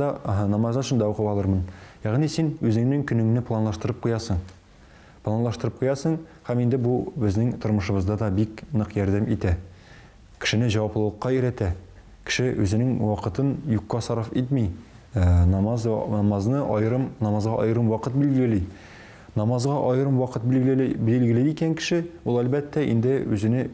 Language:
Tatar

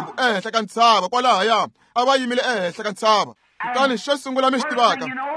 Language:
Tsonga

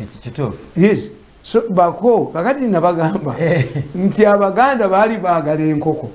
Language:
Ganda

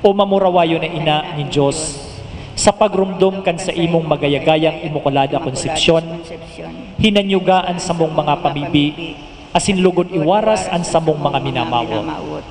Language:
Bikol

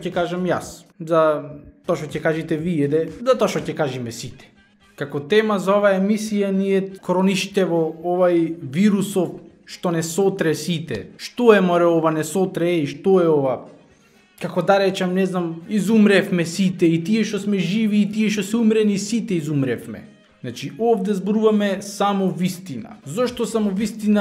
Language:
Macedonian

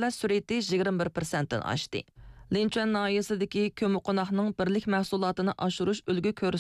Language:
Uyghur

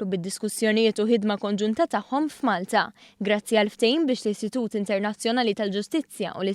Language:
Maltese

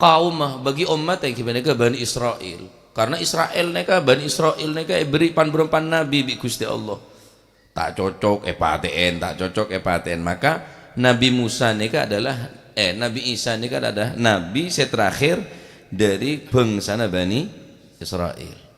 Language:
Madurese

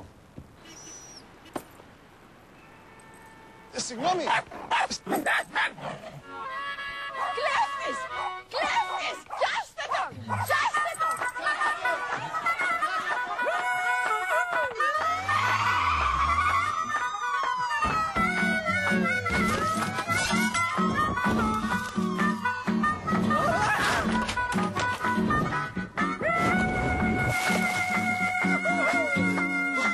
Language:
Greek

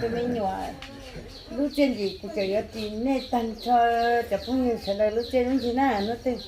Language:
Hmong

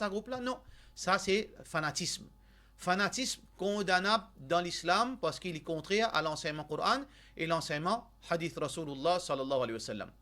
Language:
Morisyen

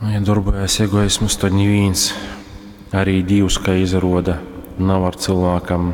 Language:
Latgalian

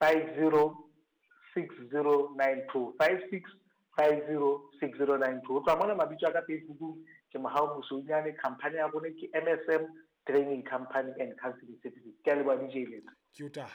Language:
Southern Sotho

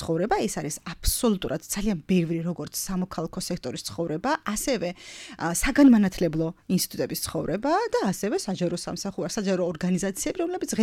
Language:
Georgian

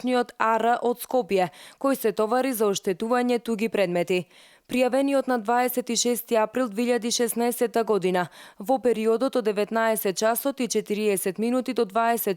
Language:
Macedonian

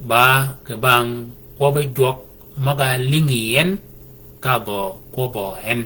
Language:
Shilluk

